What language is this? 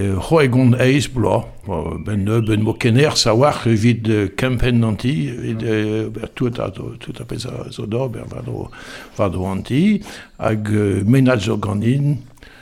Breton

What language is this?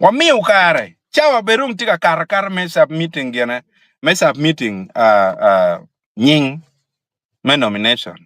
Acoli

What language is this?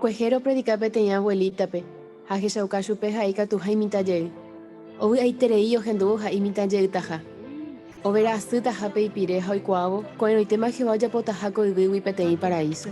Guarani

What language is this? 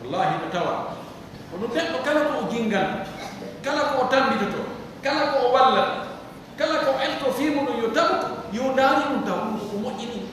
Pular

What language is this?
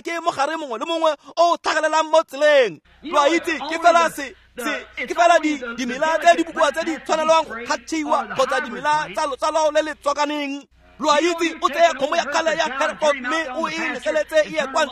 Tswana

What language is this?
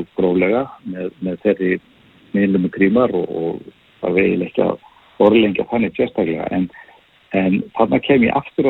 Icelandic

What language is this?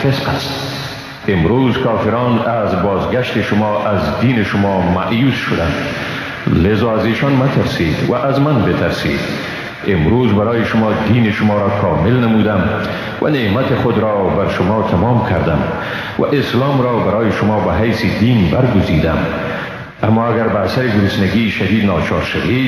Tajik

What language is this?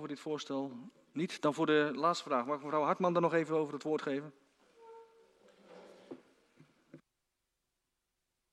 Dutch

